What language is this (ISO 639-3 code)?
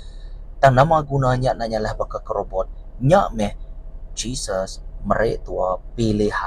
iba